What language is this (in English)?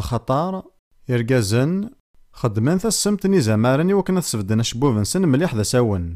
Kabyle